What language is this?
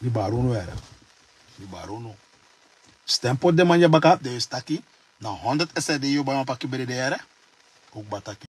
Sranan Tongo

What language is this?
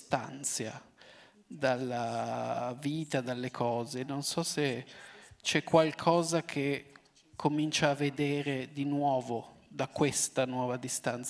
Italian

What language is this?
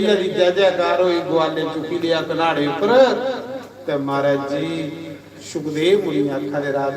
Dogri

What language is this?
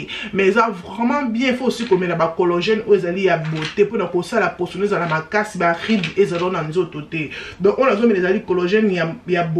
Lingala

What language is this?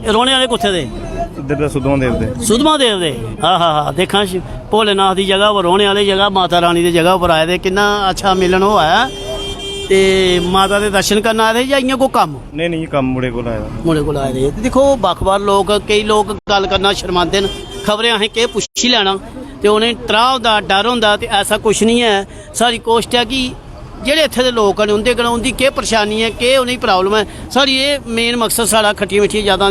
Dogri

